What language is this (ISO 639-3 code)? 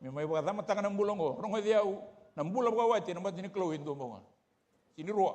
fij